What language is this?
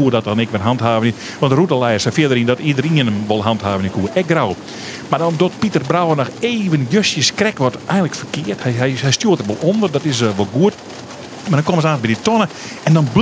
Western Frisian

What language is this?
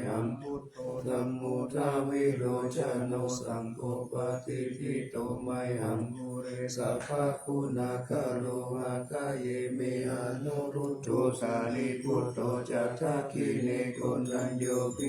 Pali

